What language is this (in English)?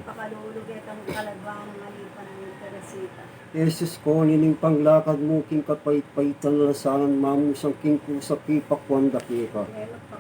Pampanga